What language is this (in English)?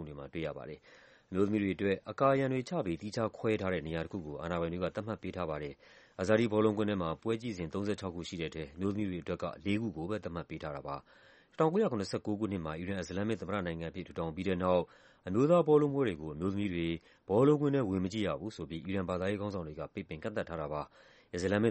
Burmese